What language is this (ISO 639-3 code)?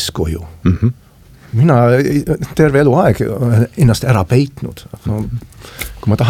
est